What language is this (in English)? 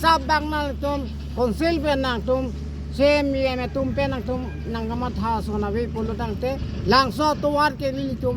Karbi